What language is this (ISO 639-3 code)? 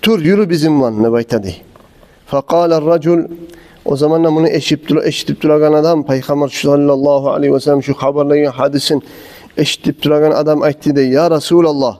kum